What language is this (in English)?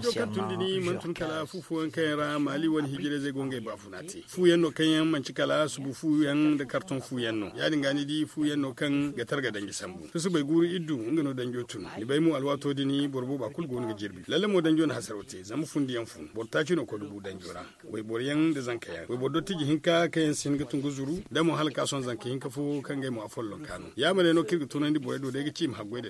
Zarma